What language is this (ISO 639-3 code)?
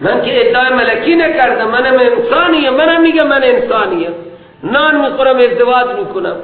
fas